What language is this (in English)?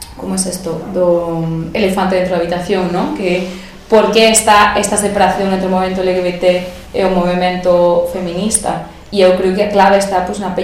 Galician